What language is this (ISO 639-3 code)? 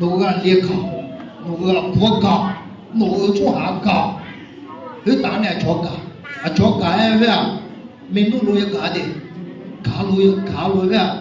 ahk